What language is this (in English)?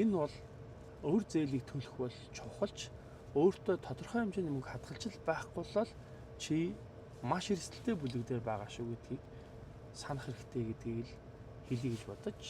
Mongolian